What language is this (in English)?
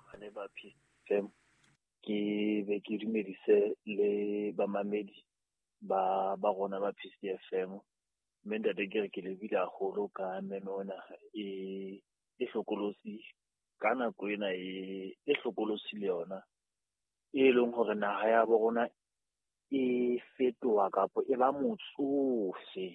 Southern Sotho